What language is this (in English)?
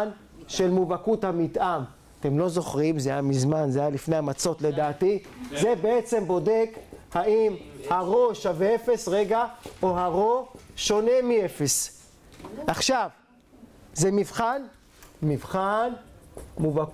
Hebrew